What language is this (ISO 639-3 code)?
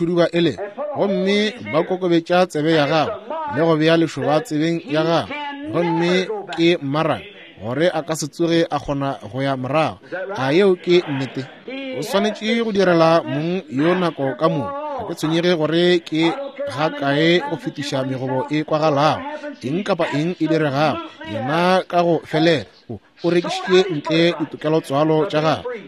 nso